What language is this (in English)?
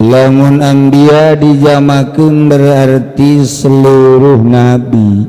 Sundanese